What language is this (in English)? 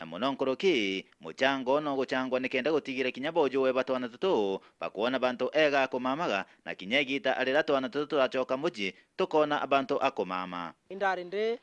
Meru